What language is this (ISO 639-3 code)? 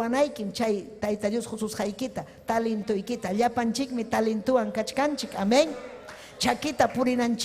quy